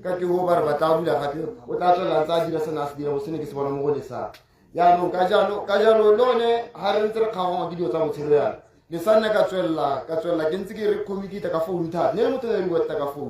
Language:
Tswana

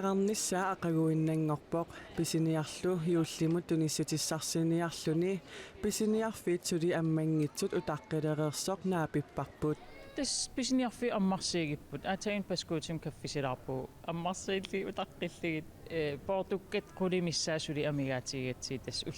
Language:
Kalaallisut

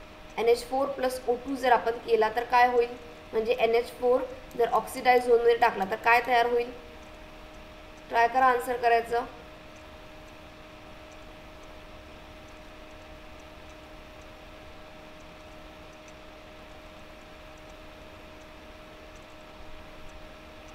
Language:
Marathi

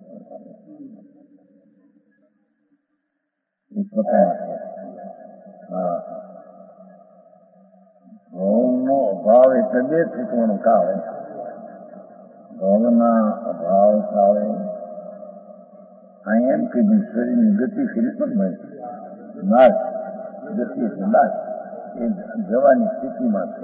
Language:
Gujarati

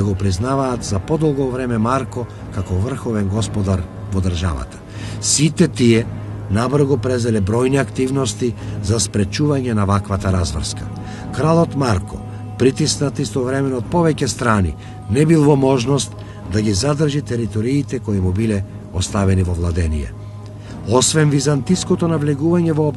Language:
Macedonian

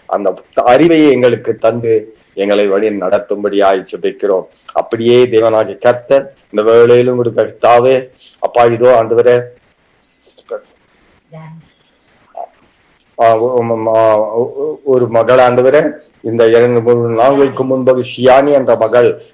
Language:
Tamil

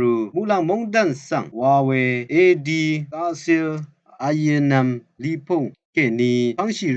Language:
Rawang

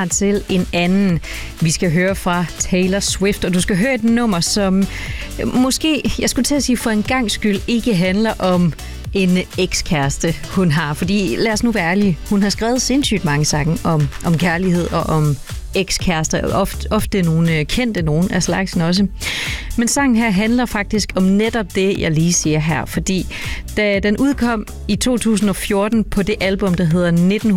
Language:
Danish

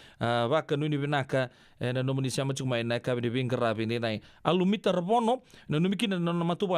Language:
Fijian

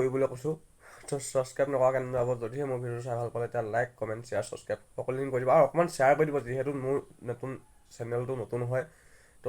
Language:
Assamese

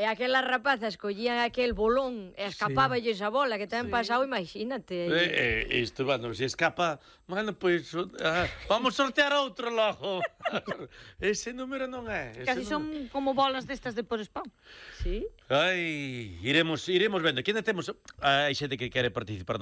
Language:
Galician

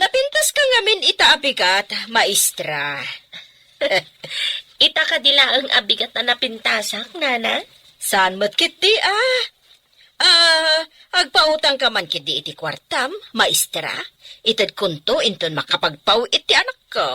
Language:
Iloko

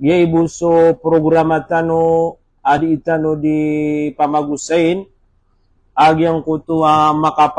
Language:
Maranao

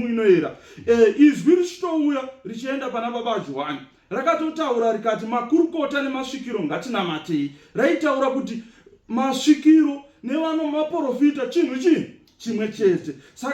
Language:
Shona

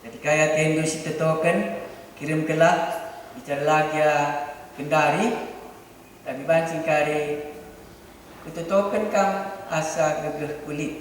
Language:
Batak Karo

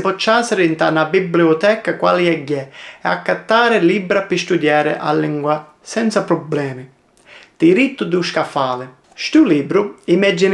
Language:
Sicilian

